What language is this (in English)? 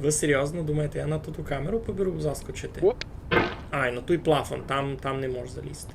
Rusyn